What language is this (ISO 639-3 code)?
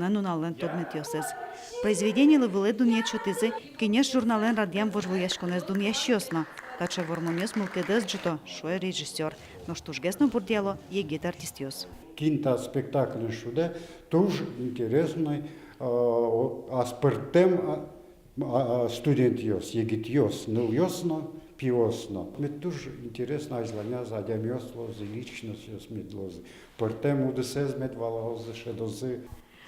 udm